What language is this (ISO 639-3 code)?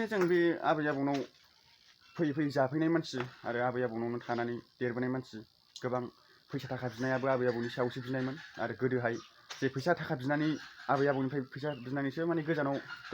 brx